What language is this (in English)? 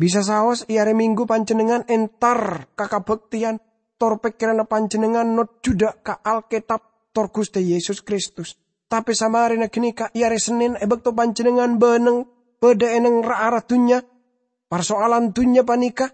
Madurese